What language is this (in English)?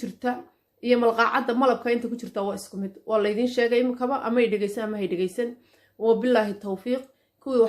Somali